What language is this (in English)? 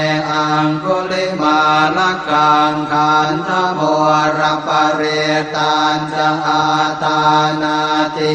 Pali